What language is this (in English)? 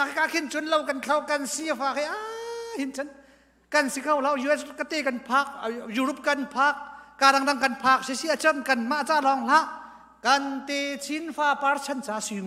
Hakha Chin